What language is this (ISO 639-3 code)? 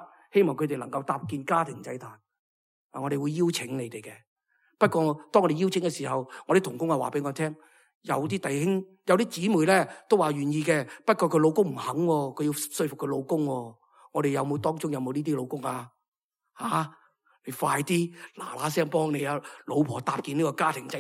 yue